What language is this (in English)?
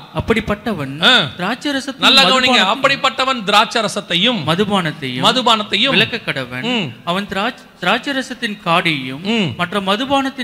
Tamil